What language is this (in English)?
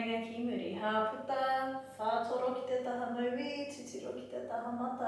Māori